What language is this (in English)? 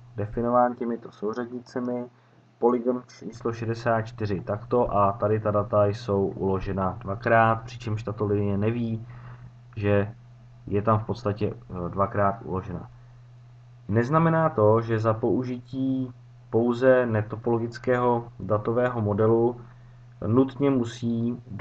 Czech